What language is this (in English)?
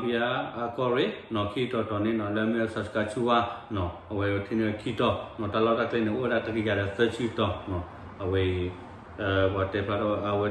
S'gaw Karen